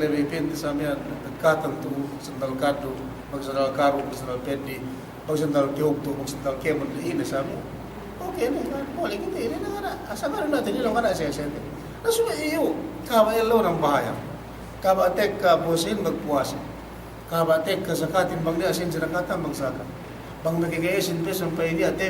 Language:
Yakan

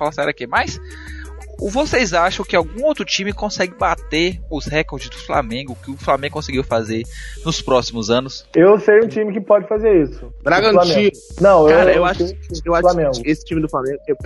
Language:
Portuguese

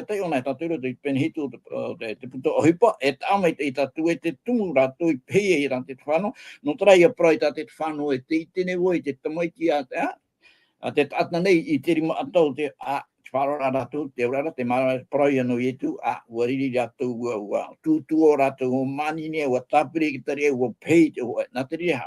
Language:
Tahitian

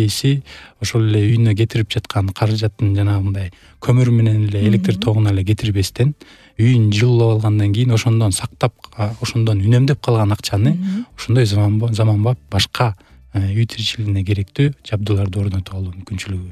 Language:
Kyrgyz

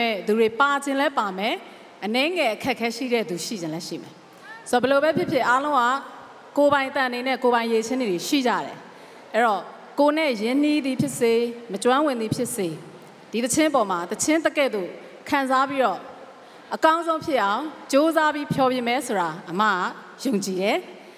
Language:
Burmese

